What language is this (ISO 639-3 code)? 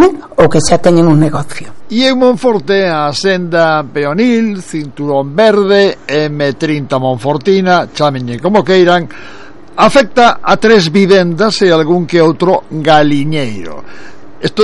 glg